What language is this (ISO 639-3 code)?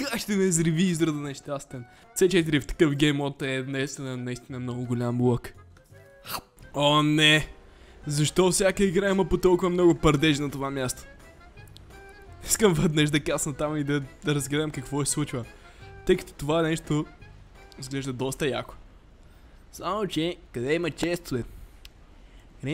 bul